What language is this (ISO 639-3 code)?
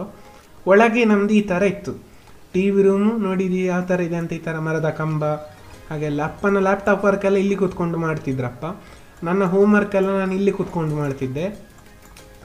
kan